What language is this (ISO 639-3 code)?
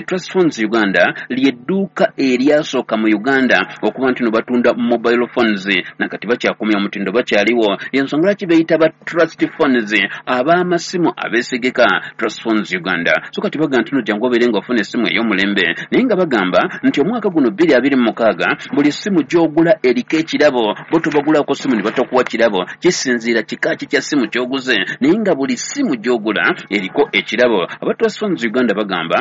lug